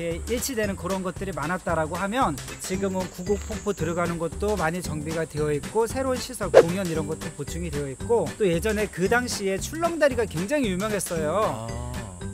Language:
Korean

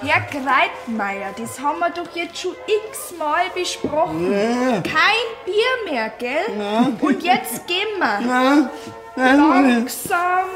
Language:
Bavarian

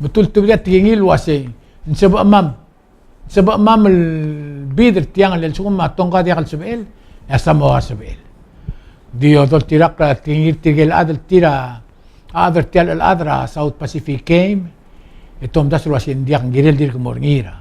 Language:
Palauan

